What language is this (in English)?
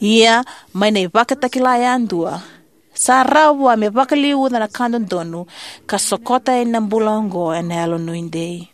Fijian